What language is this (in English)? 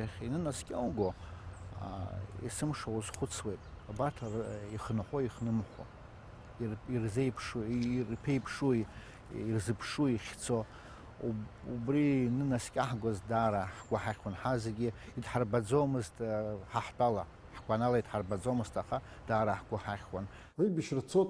Abkhazian